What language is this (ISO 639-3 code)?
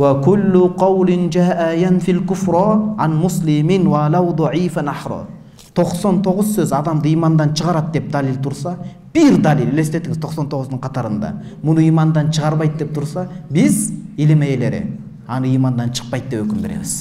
kir